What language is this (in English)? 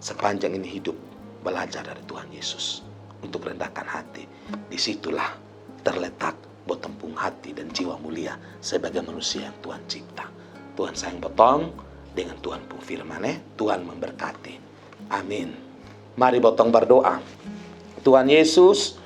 Kupang Malay